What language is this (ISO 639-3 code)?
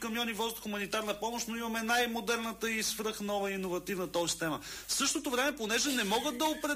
bul